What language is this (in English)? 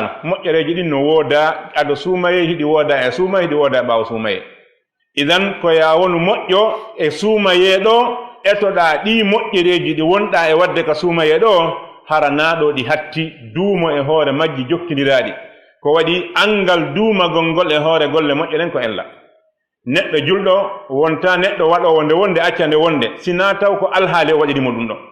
Fula